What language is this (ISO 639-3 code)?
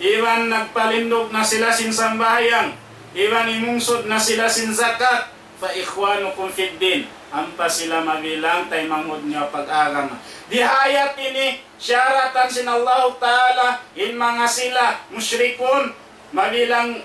tsg